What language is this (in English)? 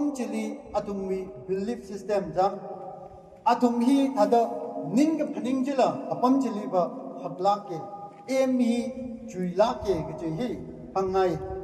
Tangkhul Naga (India)